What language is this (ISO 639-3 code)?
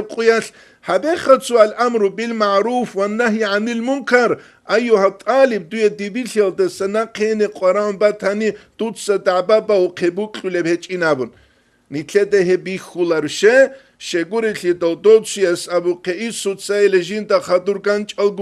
ava